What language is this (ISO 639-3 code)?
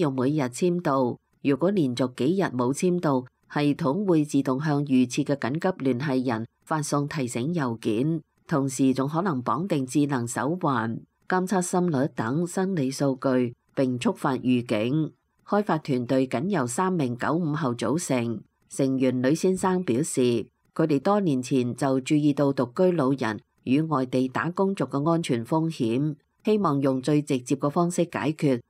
yue